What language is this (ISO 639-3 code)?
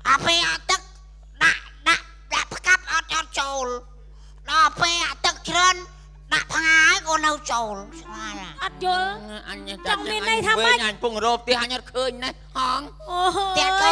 khm